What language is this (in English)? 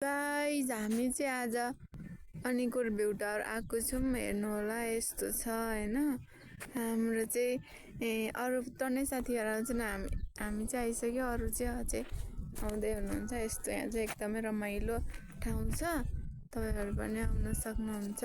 Nepali